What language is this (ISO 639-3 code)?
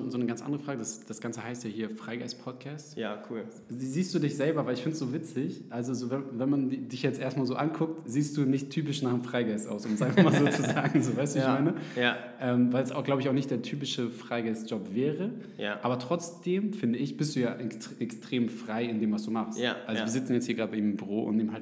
deu